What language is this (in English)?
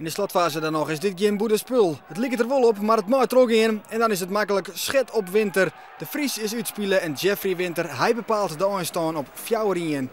Western Frisian